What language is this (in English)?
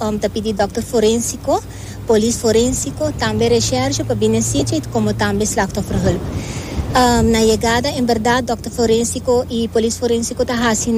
Papiamento